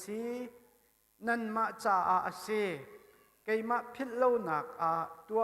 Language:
Hakha Chin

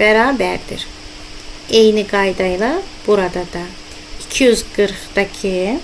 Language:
Azerbaijani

